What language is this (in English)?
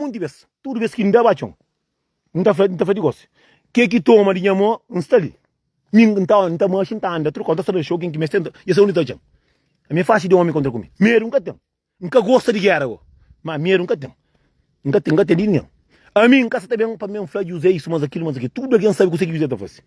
Kabuverdianu